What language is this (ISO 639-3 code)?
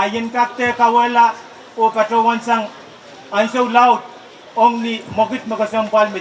pon